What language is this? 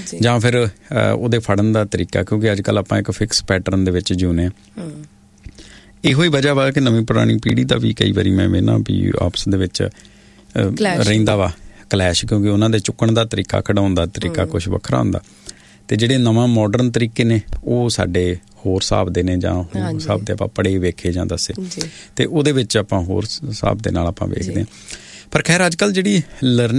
Punjabi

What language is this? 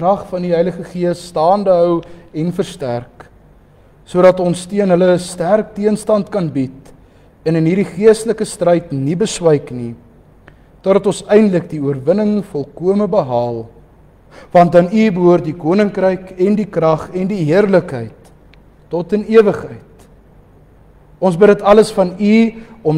Afrikaans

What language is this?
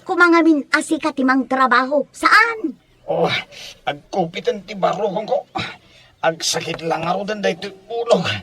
Iloko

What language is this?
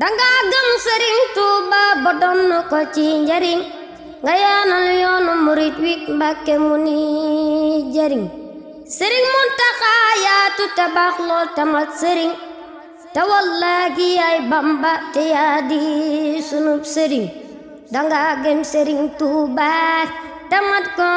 Wolof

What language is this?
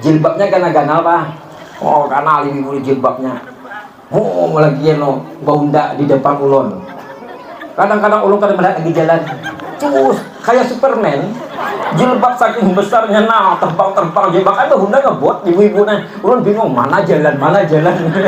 Banjar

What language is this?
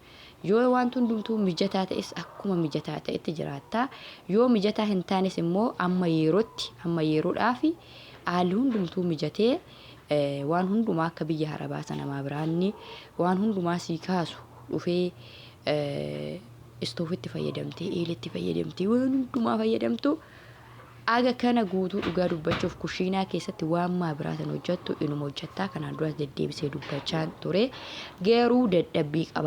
Oromo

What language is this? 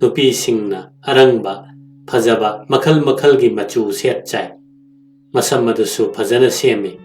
Manipuri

